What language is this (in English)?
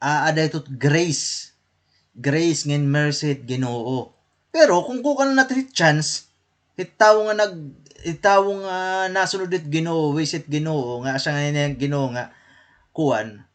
Waray